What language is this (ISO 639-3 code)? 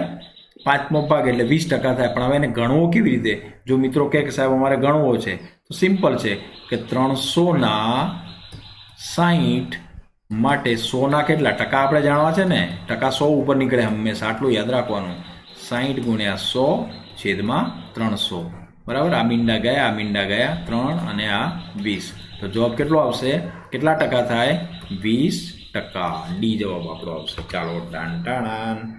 guj